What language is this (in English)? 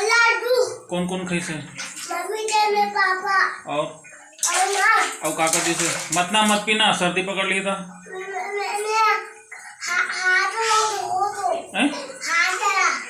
Chhattisgarhi